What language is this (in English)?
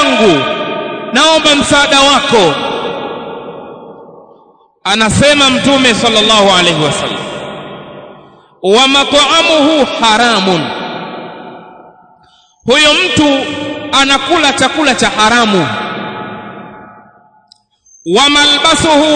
Swahili